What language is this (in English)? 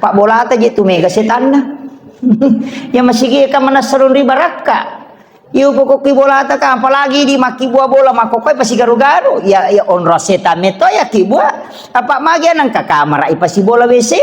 Buginese